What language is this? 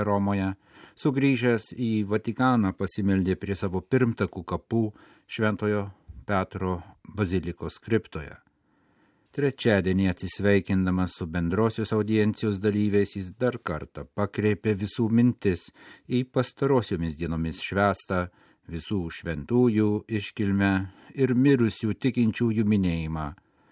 Lithuanian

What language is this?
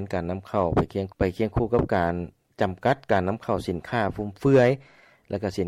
Lao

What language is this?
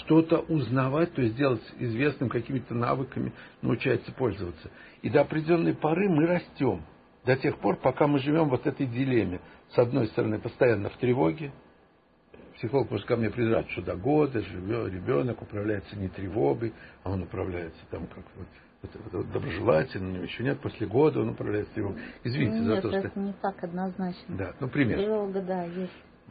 Russian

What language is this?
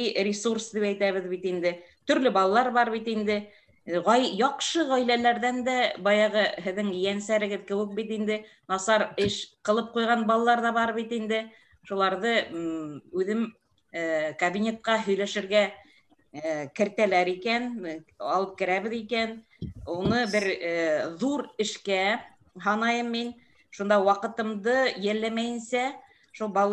Bashkir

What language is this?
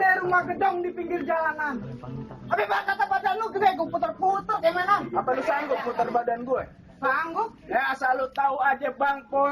Betawi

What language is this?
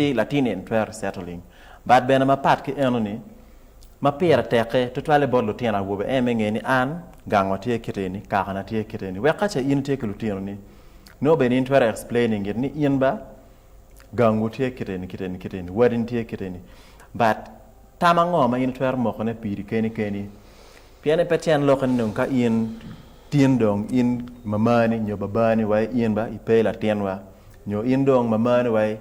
Acoli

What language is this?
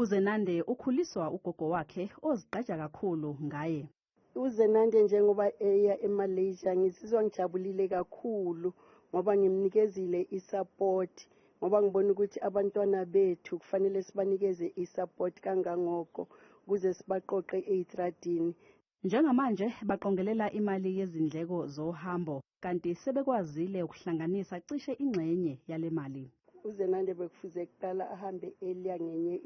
Zulu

